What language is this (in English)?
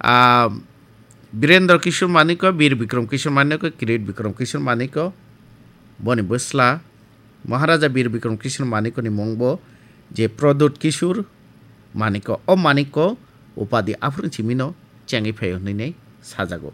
Kok Borok